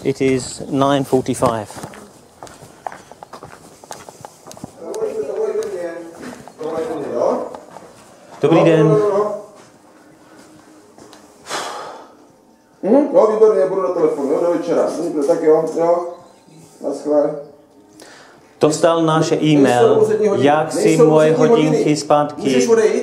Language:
Czech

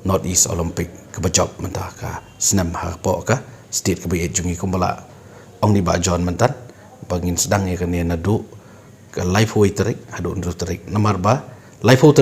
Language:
Khasi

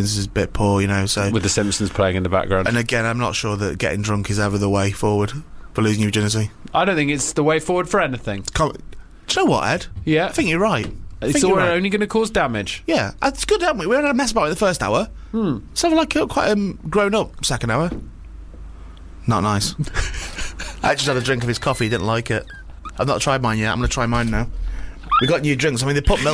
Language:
English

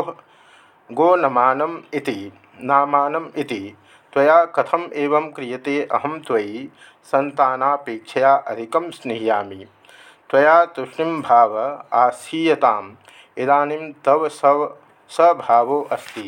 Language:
Sanskrit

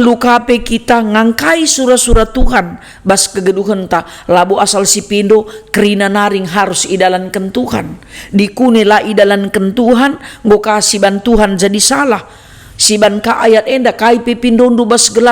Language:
Batak Karo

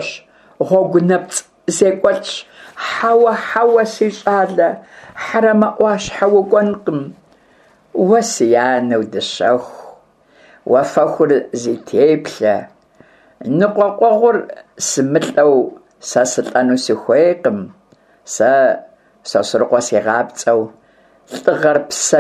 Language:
Kabardian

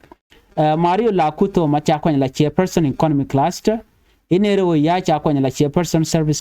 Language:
Nuer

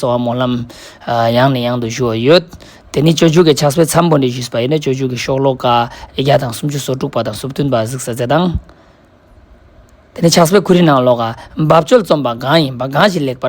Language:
Ladakhi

